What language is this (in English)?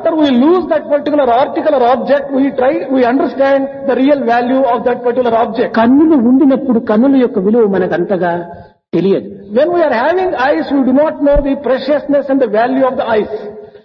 Telugu